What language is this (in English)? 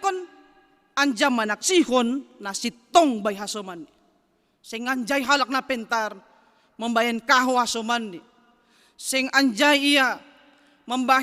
Batak Simalungun